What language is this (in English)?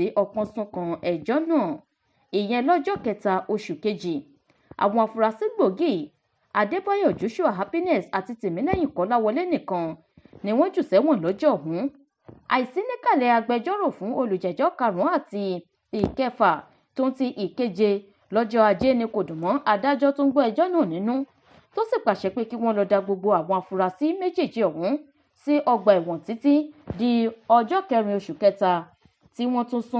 Yoruba